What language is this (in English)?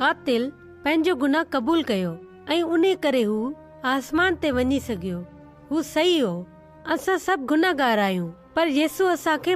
Sindhi